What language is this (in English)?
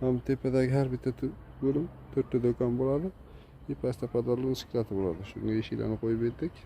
Uzbek